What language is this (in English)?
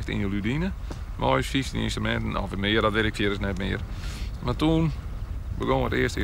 Western Frisian